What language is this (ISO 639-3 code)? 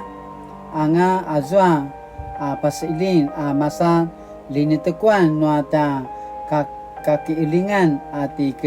pwn